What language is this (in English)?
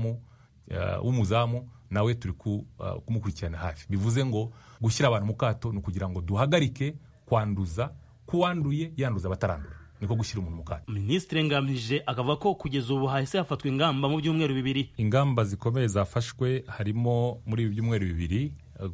Kinyarwanda